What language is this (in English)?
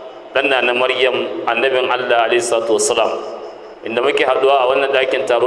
Hausa